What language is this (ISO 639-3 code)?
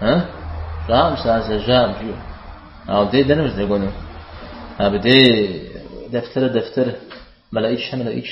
kbd